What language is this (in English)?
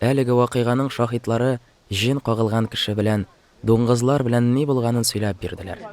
Tatar